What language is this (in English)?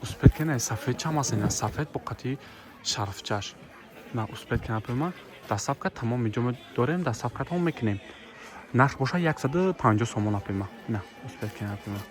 Tajik